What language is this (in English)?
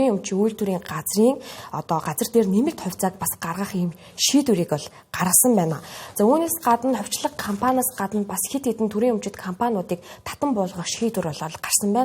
Mongolian